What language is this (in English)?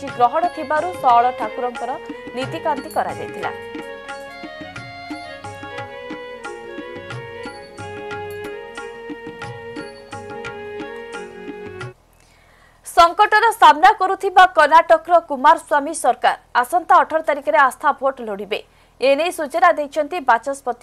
Odia